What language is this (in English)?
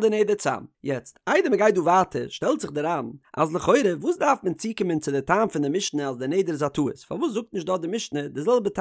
Yiddish